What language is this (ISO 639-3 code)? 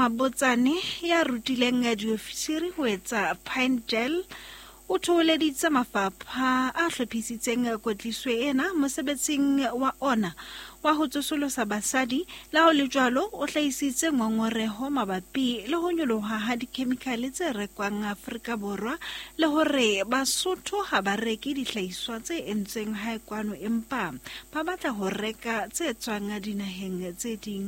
sot